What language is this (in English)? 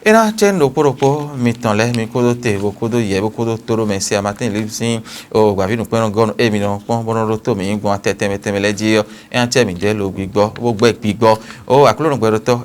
Fon